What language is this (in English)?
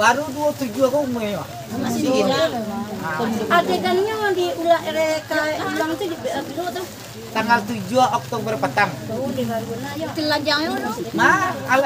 Minangkabau